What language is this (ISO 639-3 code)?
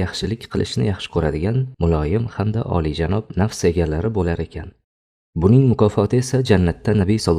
uzb